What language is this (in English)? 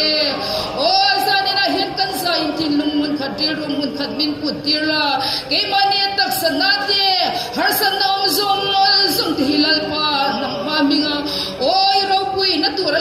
Mizo